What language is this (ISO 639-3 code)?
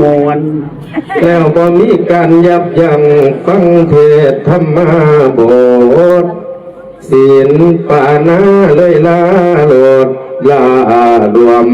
tts